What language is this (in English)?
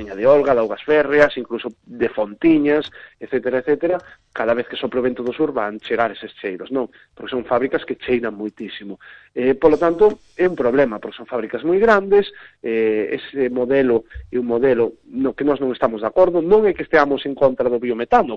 Galician